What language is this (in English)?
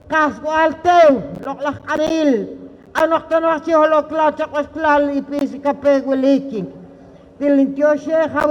Poqomchi'